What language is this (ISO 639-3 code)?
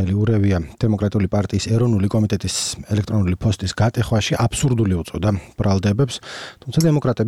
kat